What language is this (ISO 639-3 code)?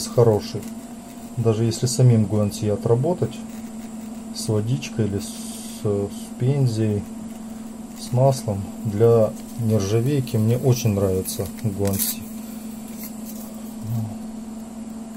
rus